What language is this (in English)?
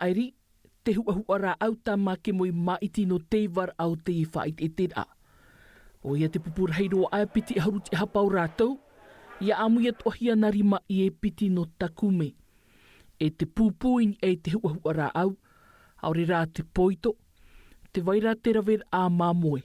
Tahitian